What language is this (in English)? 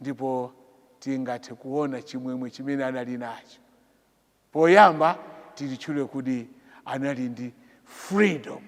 Nyanja